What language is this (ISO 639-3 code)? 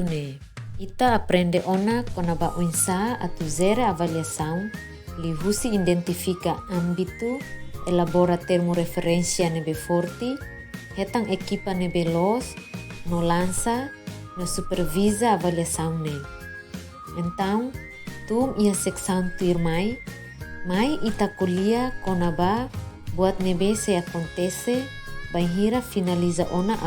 tet